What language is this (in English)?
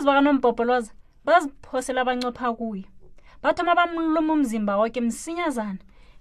South Ndebele